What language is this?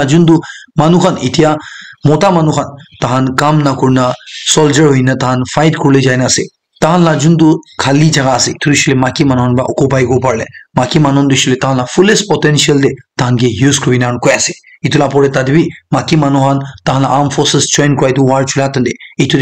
Naga Pidgin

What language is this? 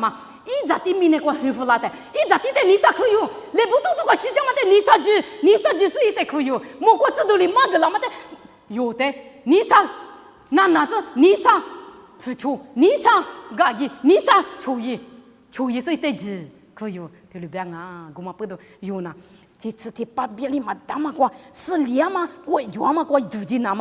Lisu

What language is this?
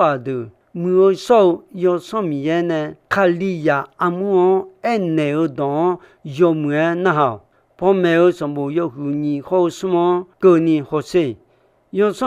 Akha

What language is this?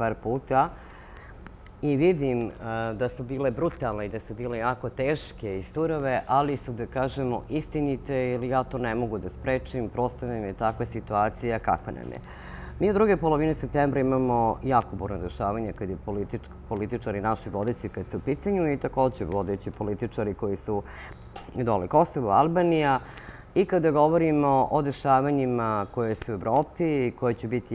Serbian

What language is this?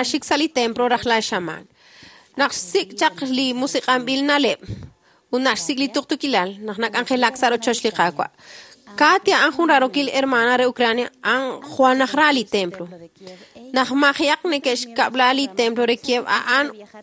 Kekchí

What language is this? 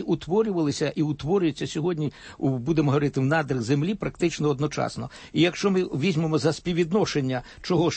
Ukrainian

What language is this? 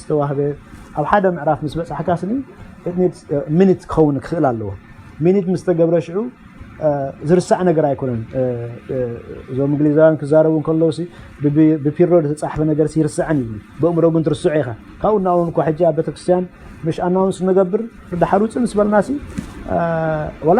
Tigrinya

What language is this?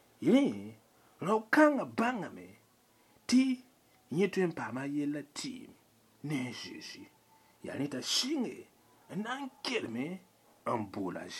Mossi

